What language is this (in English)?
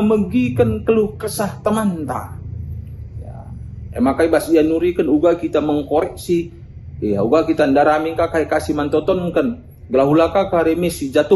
Batak Karo